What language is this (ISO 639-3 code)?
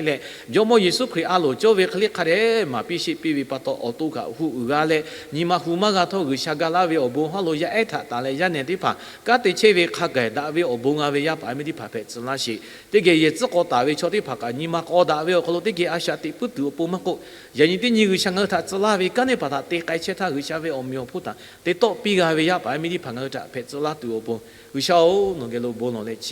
lhu